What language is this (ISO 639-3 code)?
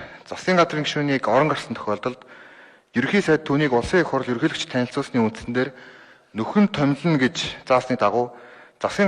mon